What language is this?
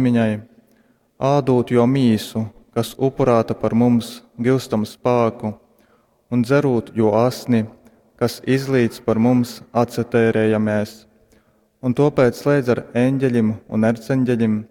Latgalian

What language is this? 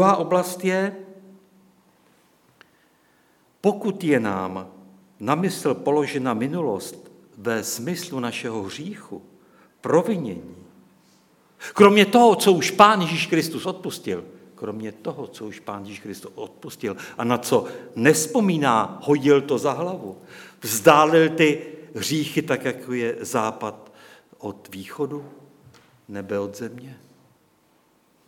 Czech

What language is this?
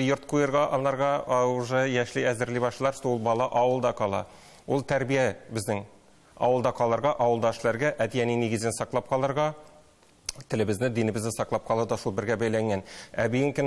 Tatar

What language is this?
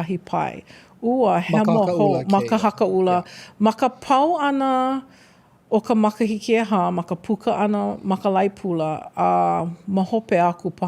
Hawaiian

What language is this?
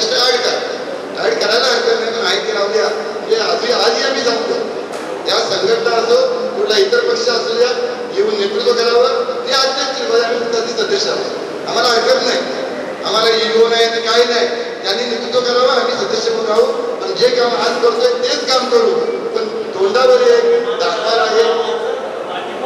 Marathi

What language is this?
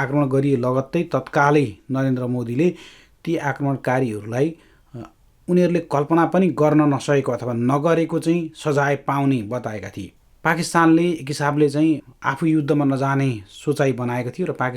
Nepali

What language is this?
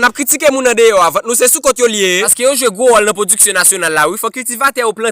Haitian Creole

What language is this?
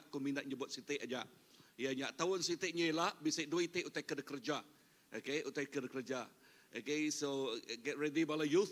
Iban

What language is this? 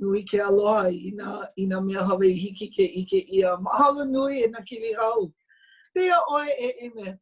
Hawaiian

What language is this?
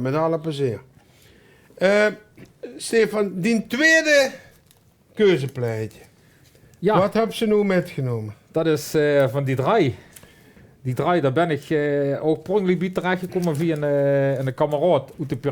Limburgish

